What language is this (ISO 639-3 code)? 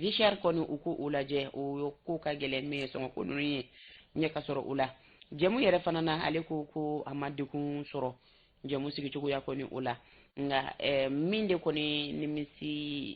bam